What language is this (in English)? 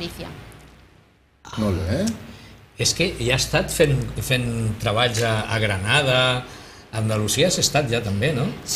Catalan